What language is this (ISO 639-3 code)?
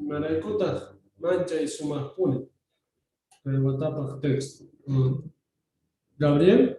quh